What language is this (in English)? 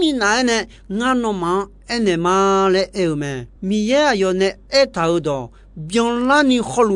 Akha